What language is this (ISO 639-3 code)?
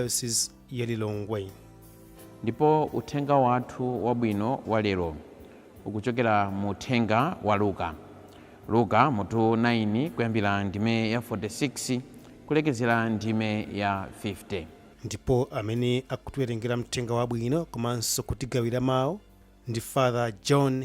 nya